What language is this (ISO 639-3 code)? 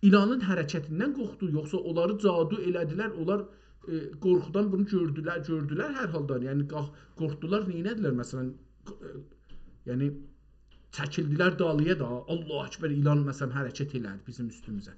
azb